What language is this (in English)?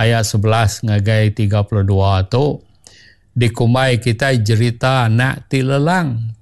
Iban